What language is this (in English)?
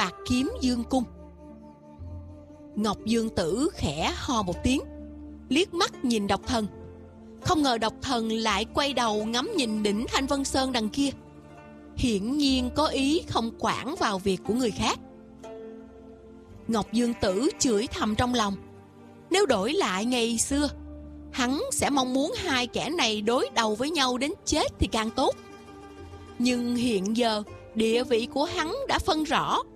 Vietnamese